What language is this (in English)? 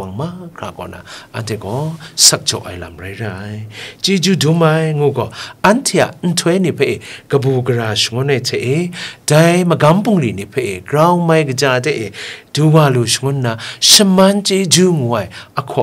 Kachin